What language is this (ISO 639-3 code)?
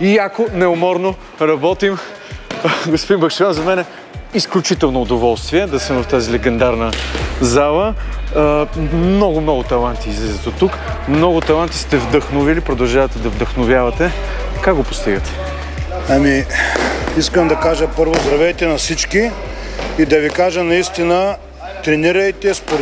bul